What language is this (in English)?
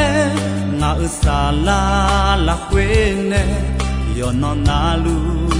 Akha